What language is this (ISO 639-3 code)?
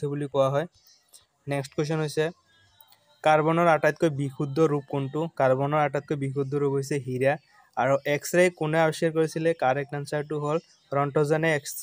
asm